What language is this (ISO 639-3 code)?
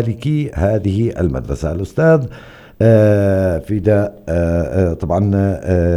apc